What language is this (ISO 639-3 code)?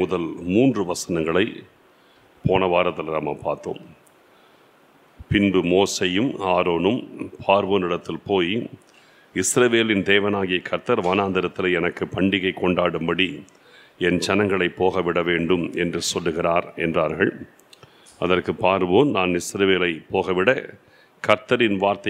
tam